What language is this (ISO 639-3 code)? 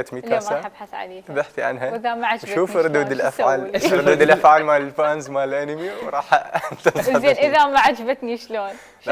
acm